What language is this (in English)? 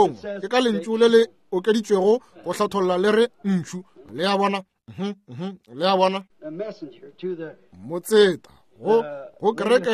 Northern Sotho